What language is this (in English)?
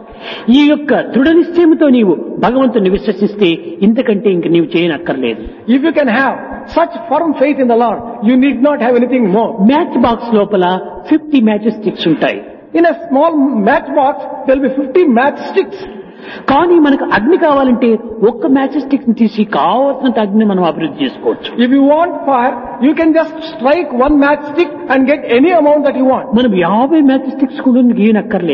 Telugu